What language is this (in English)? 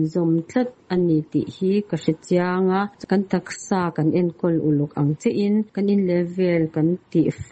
Mizo